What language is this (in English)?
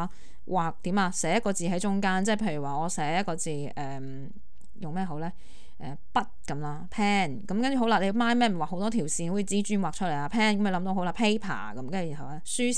Cantonese